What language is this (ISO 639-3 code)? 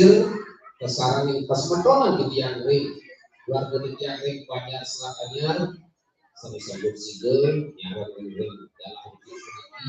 ban